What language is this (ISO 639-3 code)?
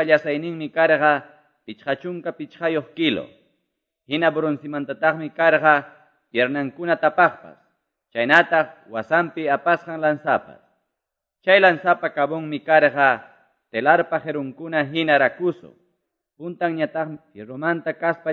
que